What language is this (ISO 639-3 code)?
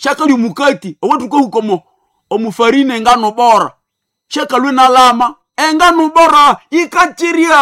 nnb